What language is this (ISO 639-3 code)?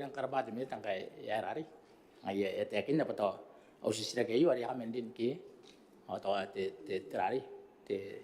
gil